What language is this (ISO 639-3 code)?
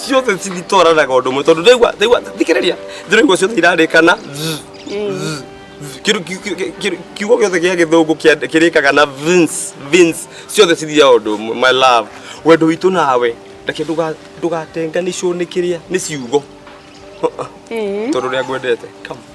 kik